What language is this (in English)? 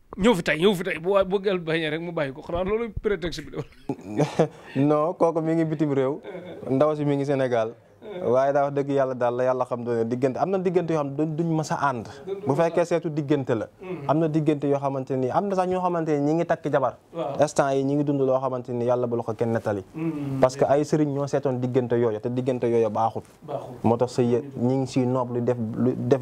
Wolof